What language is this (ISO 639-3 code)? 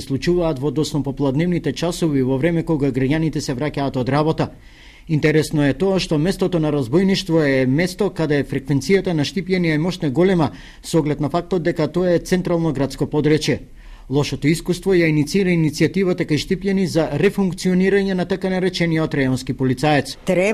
mkd